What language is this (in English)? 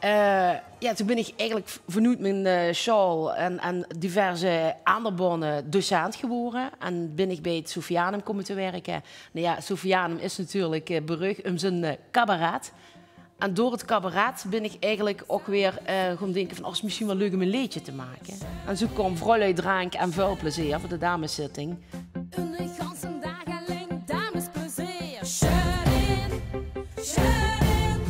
Limburgish